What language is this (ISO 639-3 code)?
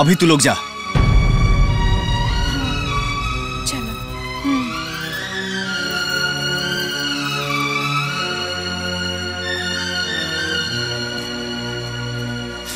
bho